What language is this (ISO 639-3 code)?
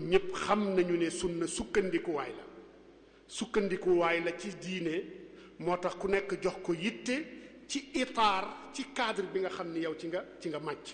wol